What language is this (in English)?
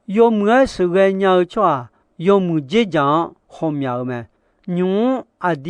Akha